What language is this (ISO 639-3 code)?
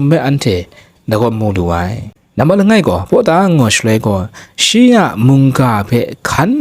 kac